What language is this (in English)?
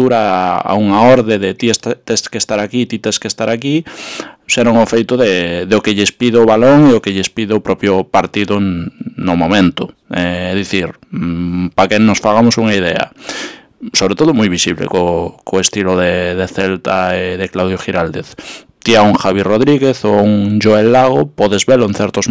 Galician